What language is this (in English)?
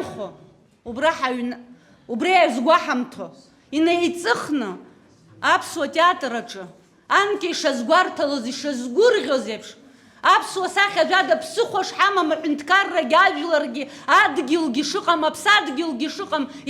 Abkhazian